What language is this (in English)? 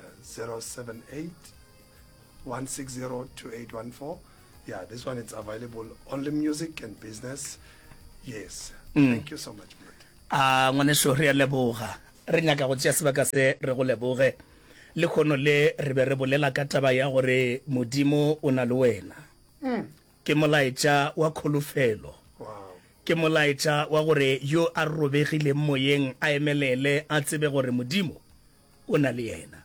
Northern Sotho